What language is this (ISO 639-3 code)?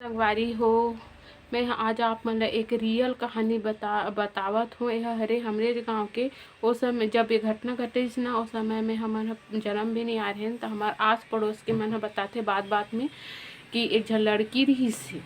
hne